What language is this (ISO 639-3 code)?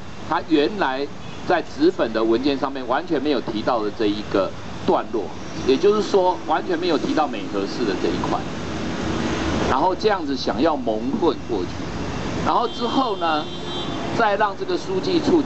zho